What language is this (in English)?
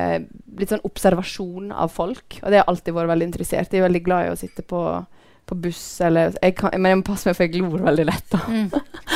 Norwegian